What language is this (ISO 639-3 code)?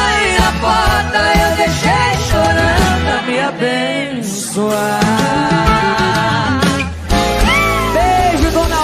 por